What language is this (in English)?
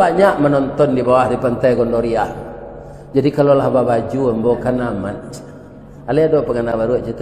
Minangkabau